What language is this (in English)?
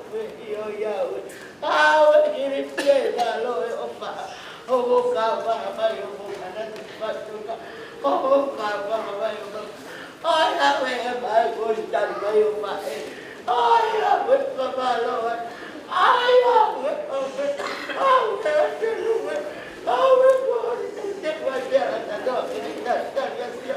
Tongan